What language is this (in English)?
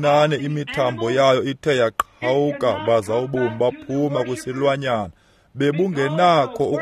Xhosa